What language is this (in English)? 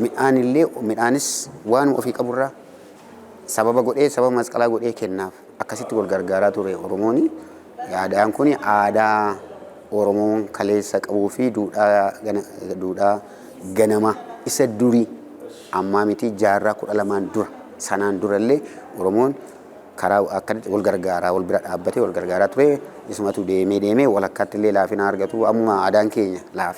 Oromo